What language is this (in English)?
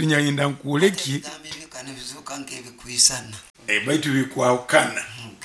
Nyoro